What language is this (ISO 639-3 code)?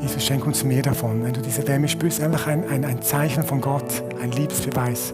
gsw